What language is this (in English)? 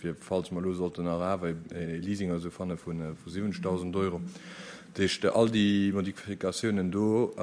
Luxembourgish